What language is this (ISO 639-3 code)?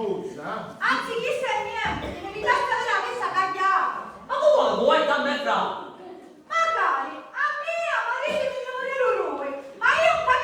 scn